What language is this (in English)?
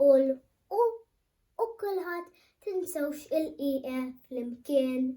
Maltese